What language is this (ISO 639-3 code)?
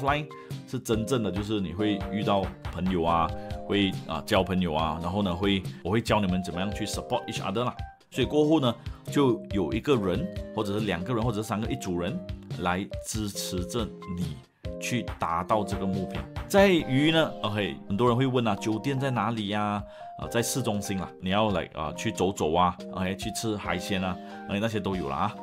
zho